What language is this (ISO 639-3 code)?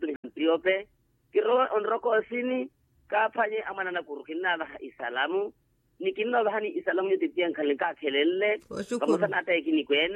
vmw